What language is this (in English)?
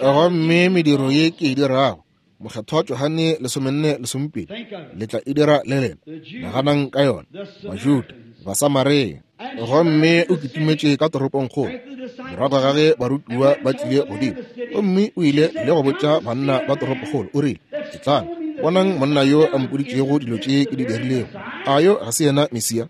Northern Sotho